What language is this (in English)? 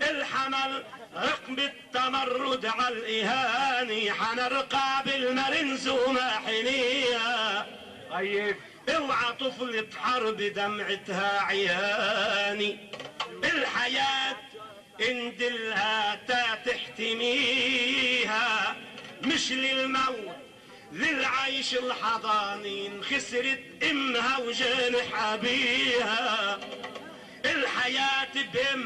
North Levantine Arabic